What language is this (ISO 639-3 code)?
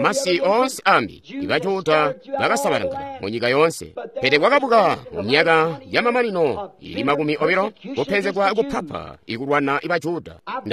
toi